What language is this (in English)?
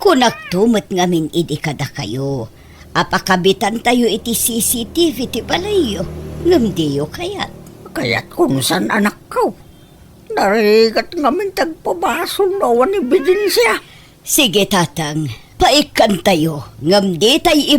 Iloko